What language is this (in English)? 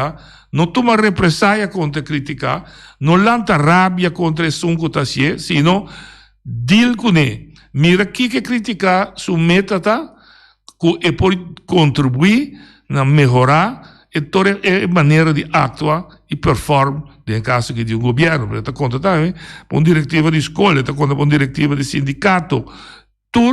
Papiamento